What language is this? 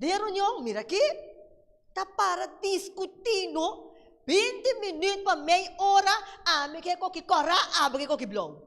Papiamento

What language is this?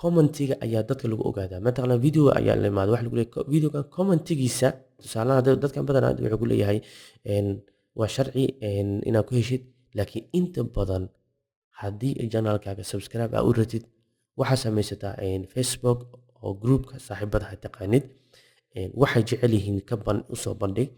Somali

